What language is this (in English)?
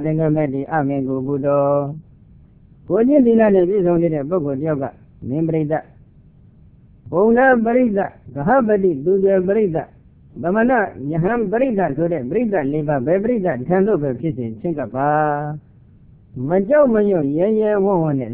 Burmese